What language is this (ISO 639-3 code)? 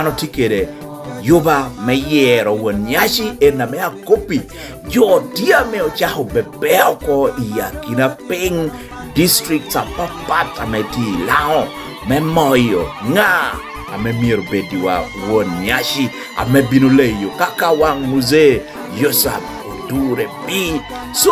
laj